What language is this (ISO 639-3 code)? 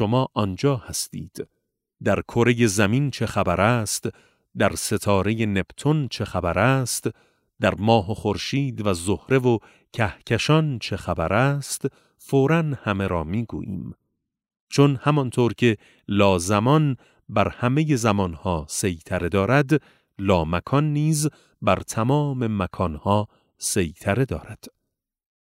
fas